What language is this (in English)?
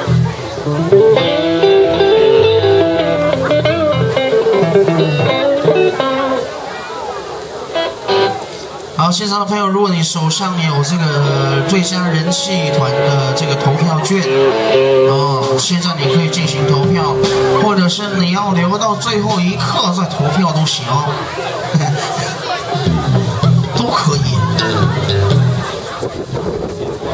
Chinese